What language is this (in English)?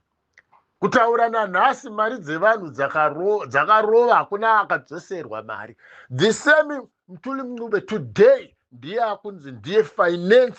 Shona